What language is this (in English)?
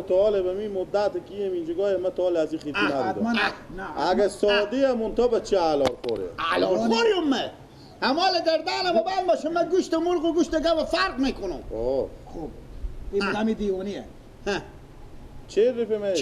Persian